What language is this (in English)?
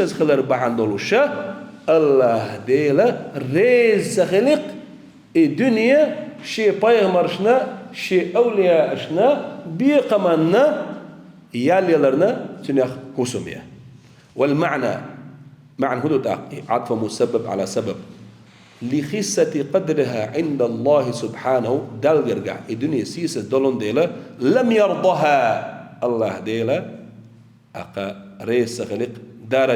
Chechen